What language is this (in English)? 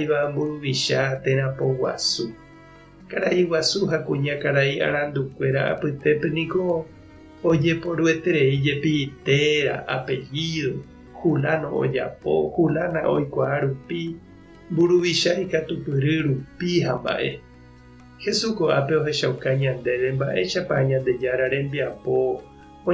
Guarani